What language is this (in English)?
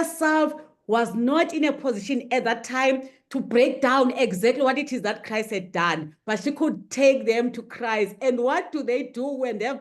English